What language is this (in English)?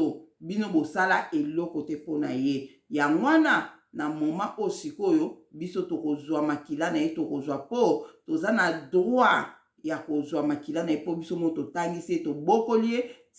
Lingala